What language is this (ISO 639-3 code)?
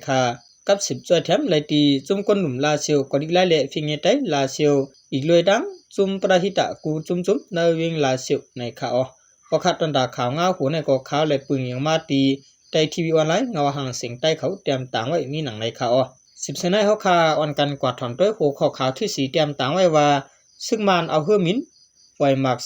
shn